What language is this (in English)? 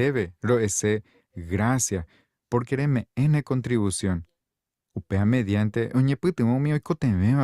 Guarani